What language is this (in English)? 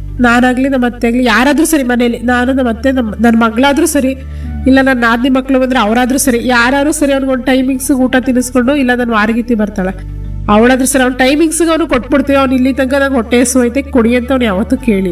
Kannada